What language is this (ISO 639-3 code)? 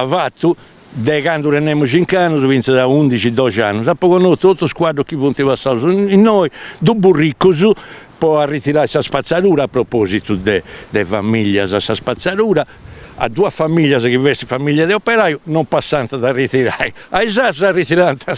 srd